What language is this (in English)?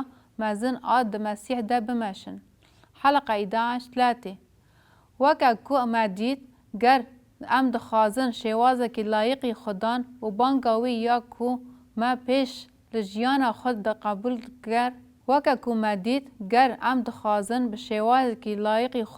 Kurdish